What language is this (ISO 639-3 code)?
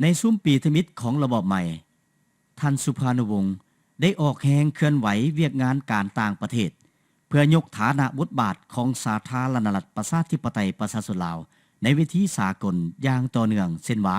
lao